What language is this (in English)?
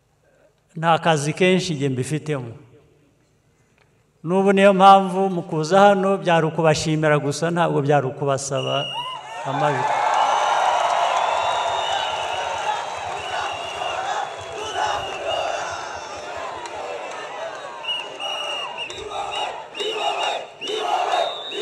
Kinyarwanda